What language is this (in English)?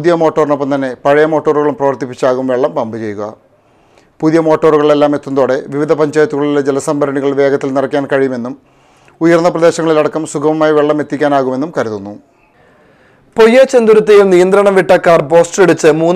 Malayalam